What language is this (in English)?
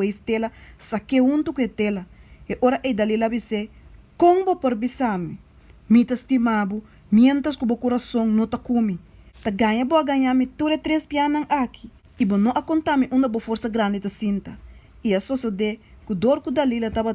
Papiamento